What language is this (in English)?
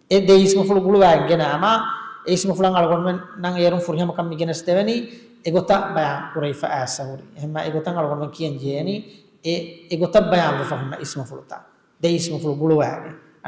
Divehi